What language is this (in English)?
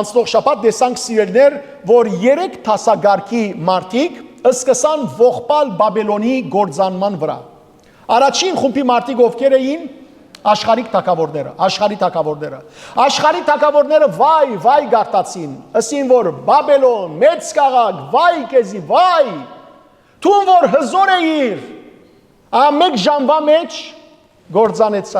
Western Armenian